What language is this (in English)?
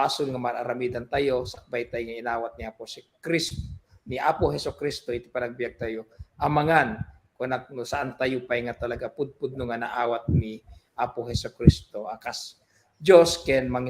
Iloko